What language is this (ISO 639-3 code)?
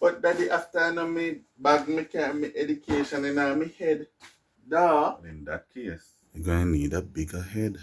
jam